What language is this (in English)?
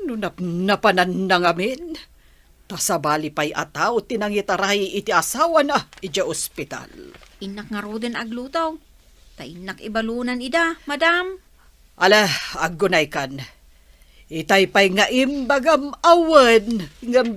Iloko